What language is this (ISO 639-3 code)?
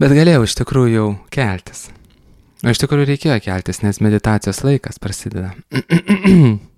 lit